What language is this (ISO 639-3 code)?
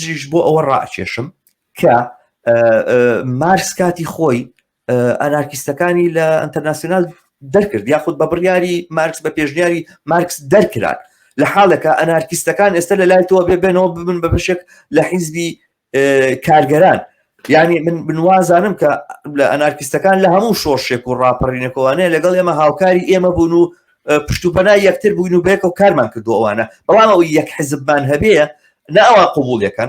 ckb